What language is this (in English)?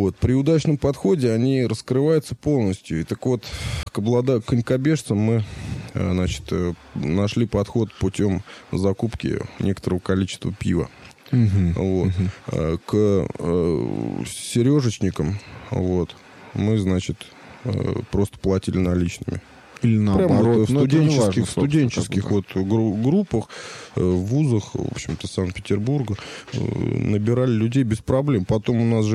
Russian